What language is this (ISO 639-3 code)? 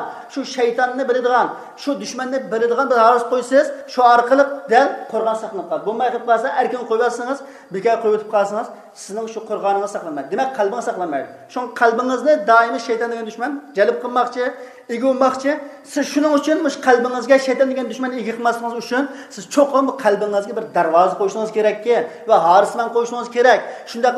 uig